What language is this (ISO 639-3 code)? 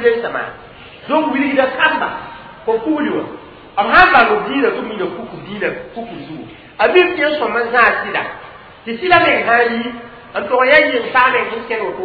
mos